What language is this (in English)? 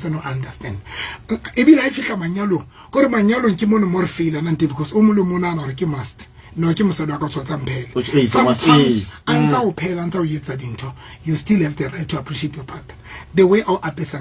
Southern Sotho